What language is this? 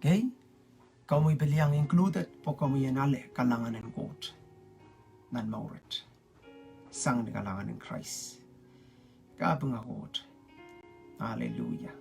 Pohnpeian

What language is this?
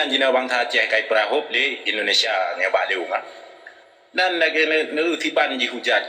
Achinese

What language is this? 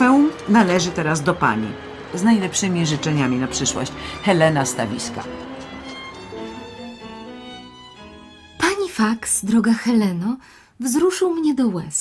Polish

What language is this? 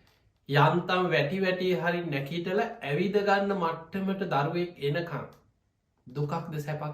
Sinhala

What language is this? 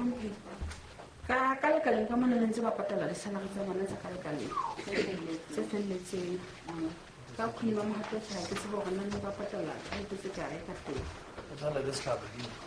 Southern Sotho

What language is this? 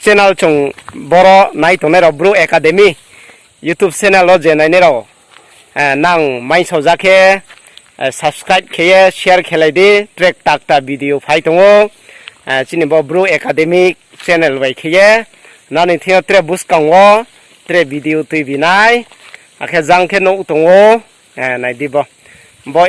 Riang (India)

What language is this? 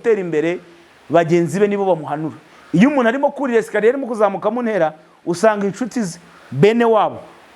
Kinyarwanda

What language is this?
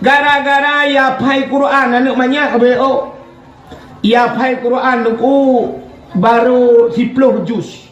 Achinese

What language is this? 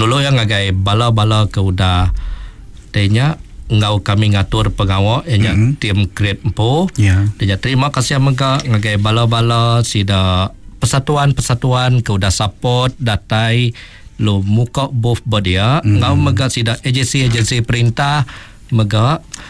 Iban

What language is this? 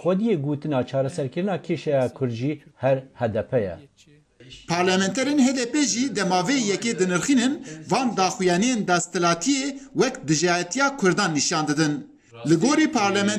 Kurdish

